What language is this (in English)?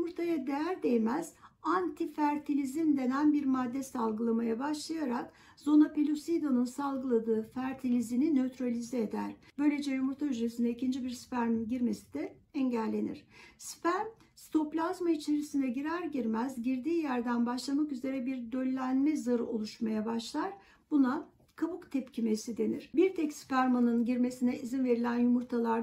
Turkish